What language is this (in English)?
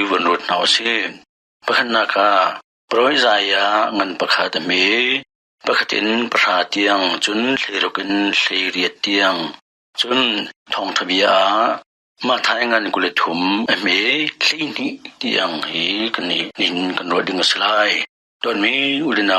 Hakha Chin